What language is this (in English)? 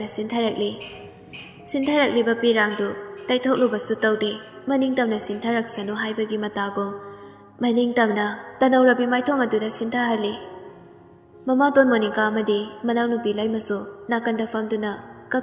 Manipuri